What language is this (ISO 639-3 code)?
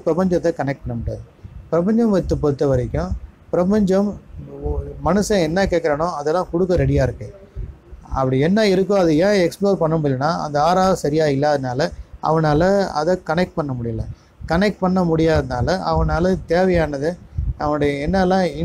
tam